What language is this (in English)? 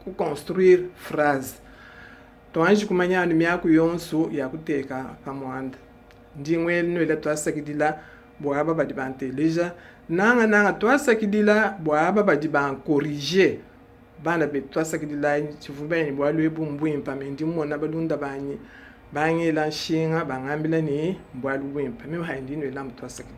Luba-Lulua